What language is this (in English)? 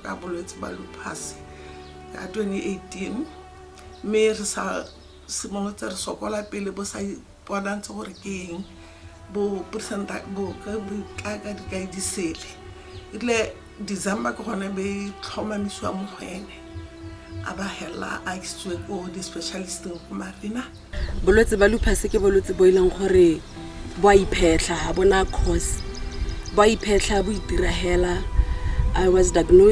Tswana